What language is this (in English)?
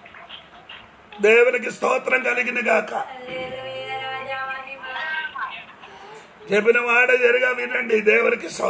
Telugu